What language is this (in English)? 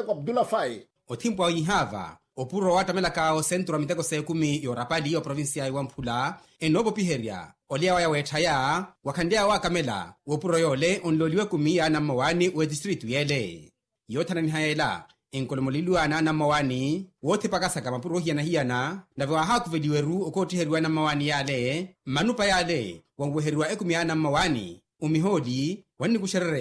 Makhuwa